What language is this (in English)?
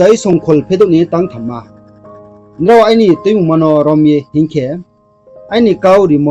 Riang (India)